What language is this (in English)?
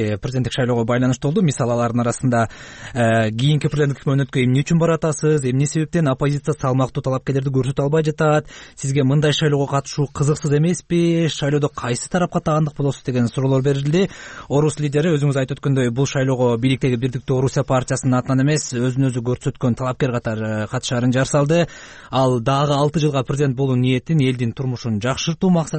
Kyrgyz